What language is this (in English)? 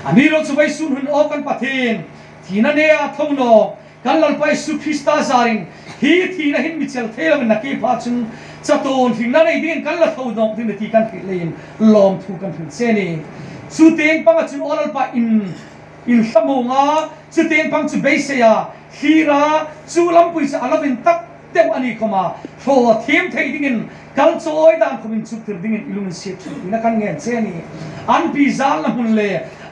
Hmar